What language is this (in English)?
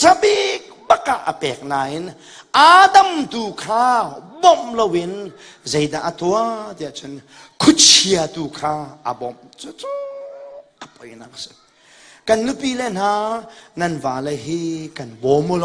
Hakha Chin